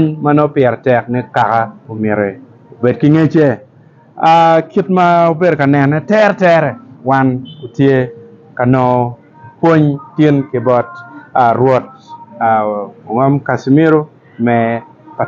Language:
Acoli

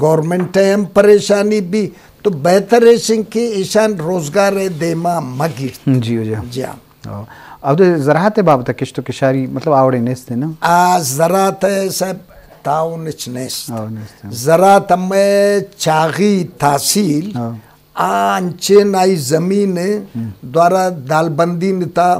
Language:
Eastern Balochi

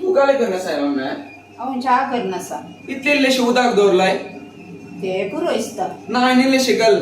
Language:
Konkani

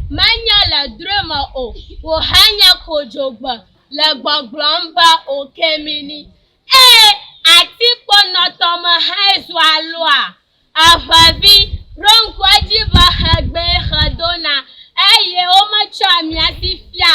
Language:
Ewe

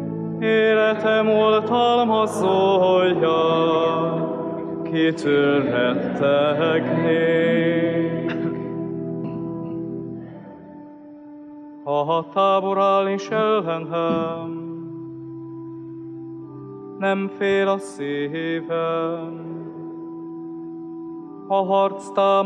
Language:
Hungarian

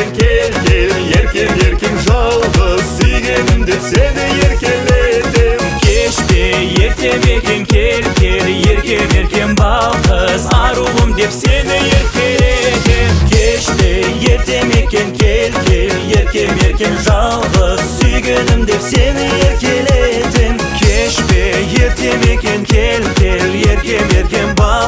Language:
Kazakh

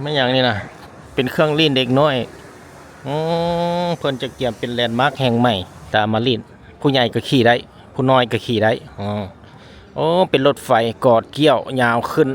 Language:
Lao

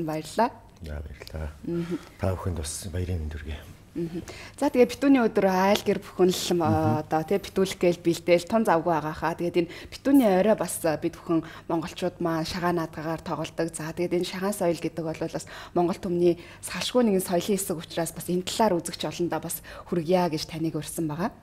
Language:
Mongolian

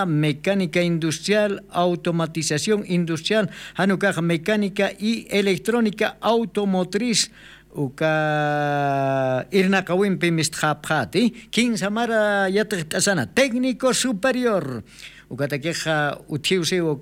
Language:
Aymara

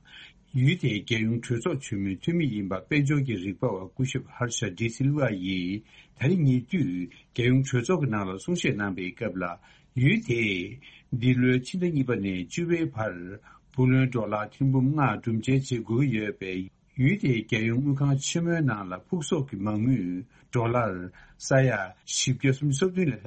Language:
Tibetan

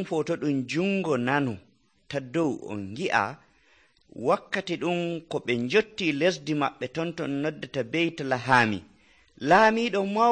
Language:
Nigerian Fulfulde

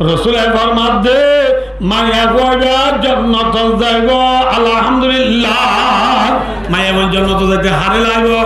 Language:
Rohingya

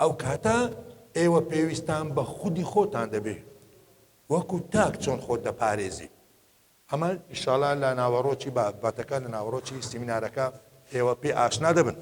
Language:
Central Kurdish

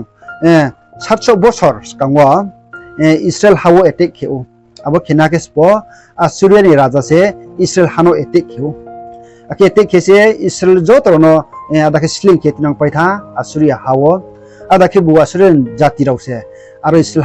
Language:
Riang (India)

